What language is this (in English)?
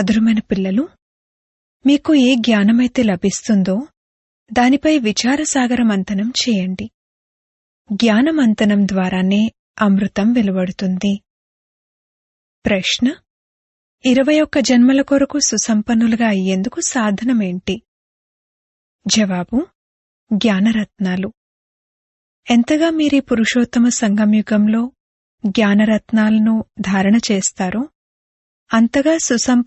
Telugu